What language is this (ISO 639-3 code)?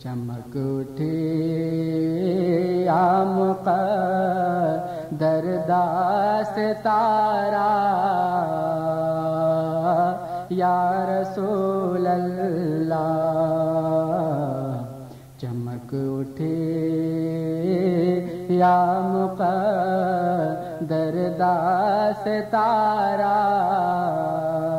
urd